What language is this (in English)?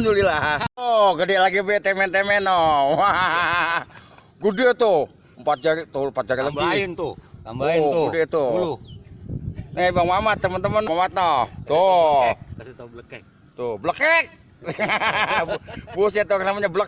Betawi